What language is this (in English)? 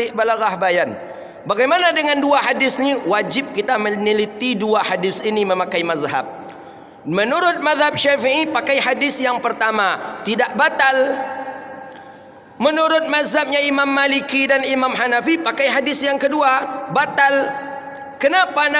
Malay